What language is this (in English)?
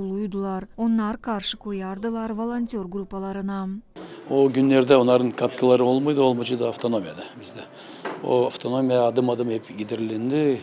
Gagauz